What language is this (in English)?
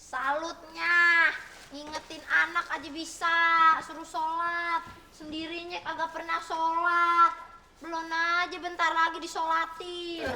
Betawi